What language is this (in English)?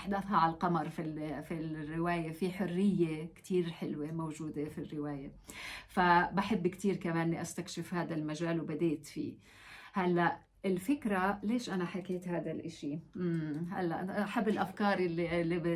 North Levantine Arabic